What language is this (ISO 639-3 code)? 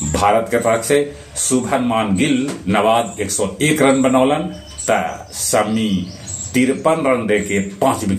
mag